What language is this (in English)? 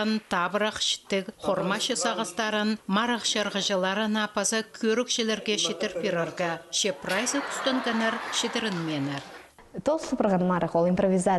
Khakas